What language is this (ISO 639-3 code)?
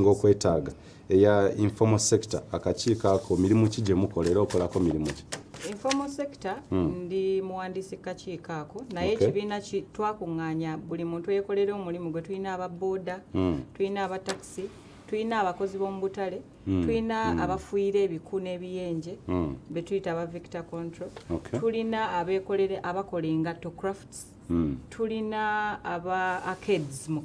lug